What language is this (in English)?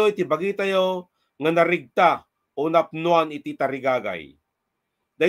Iloko